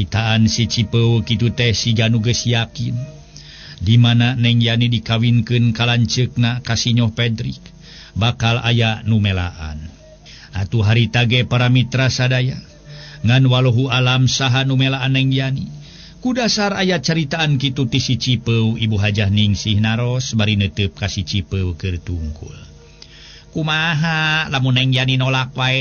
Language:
Sundanese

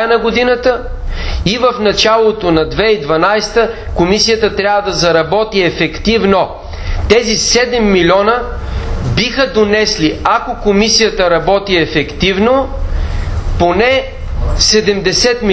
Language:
Bulgarian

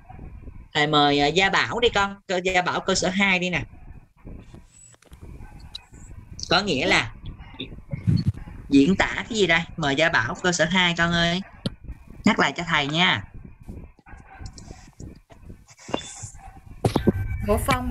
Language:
Vietnamese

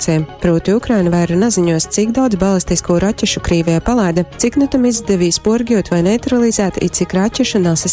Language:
Latgalian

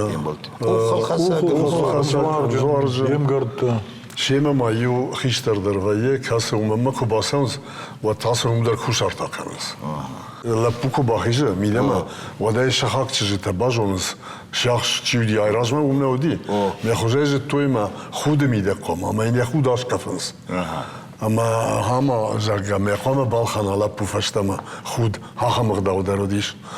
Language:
Ossetic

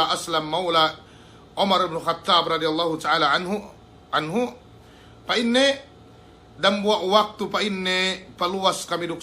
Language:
Yakan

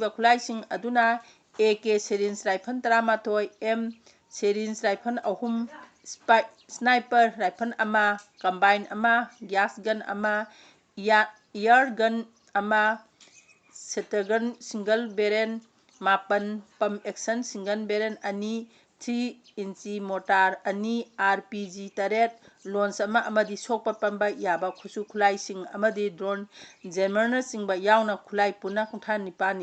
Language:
Manipuri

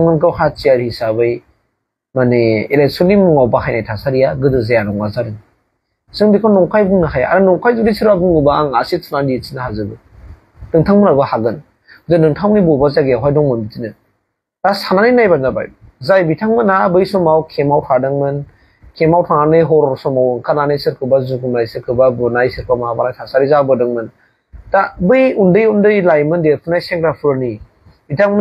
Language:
Bodo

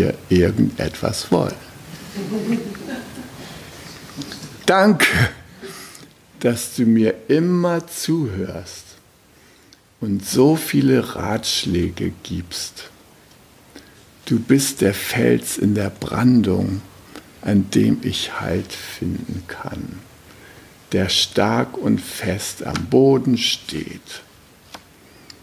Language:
German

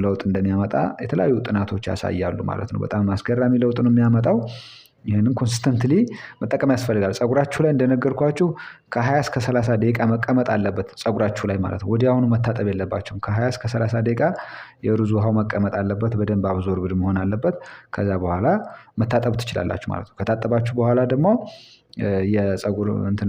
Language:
Amharic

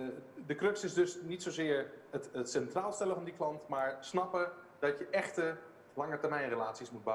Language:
Dutch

